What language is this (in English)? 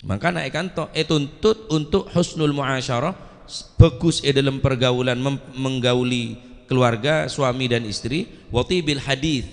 Madurese